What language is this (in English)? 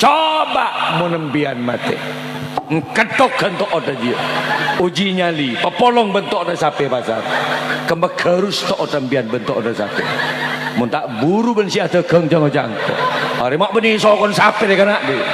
Madurese